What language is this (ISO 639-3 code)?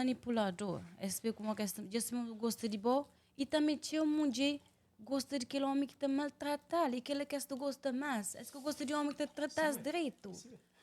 kea